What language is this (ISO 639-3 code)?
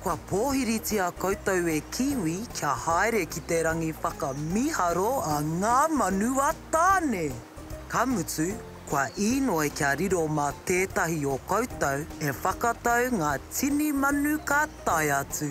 mri